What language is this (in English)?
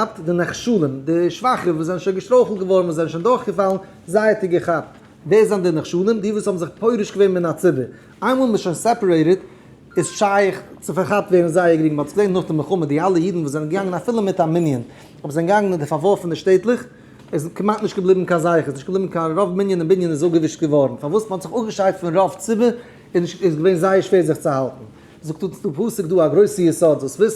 Yiddish